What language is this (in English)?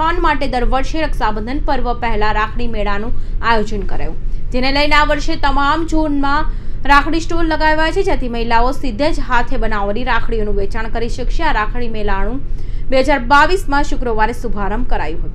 Gujarati